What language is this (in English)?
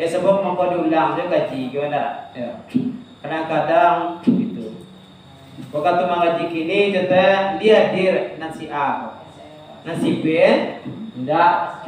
Minangkabau